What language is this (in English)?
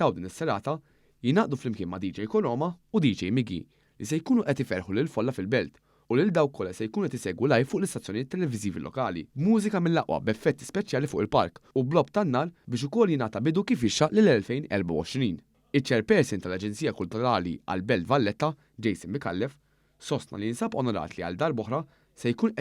Maltese